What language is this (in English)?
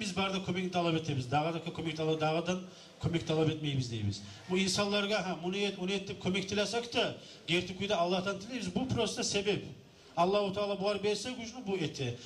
Kumyk